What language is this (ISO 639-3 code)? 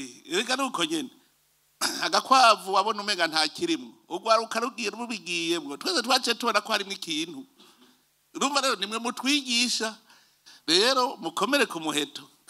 run